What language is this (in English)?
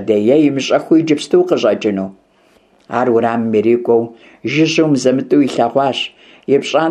Kabardian